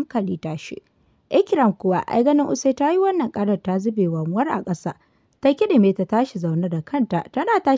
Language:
Hausa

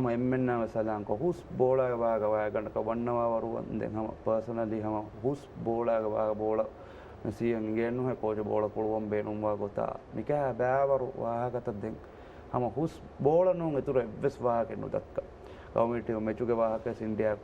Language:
Divehi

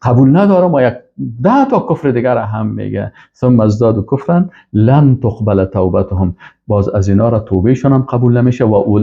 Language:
Persian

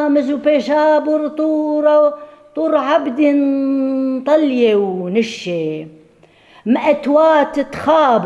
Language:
Assyrian Neo-Aramaic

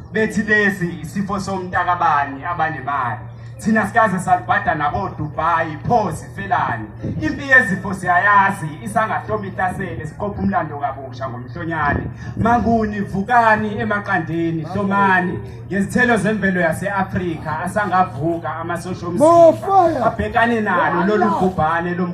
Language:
Zulu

